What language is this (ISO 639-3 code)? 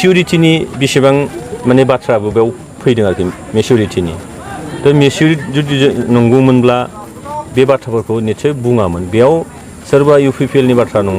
brx